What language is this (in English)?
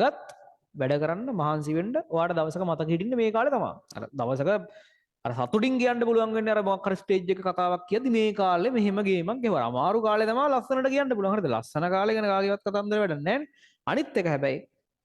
Sinhala